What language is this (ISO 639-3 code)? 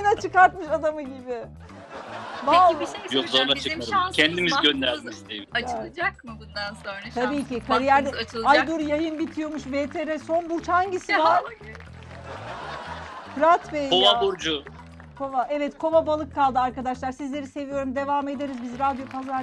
tur